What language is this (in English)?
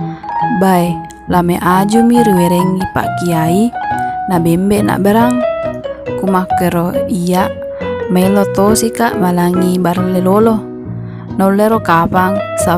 Buginese